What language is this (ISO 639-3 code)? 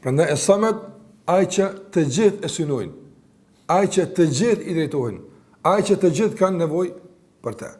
sqi